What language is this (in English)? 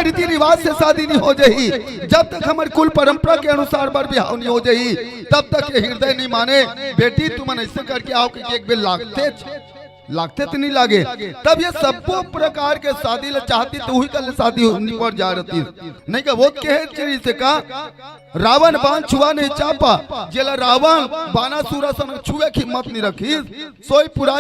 Chhattisgarhi